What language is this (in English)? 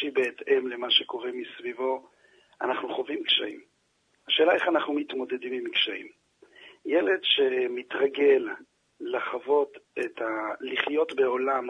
Hebrew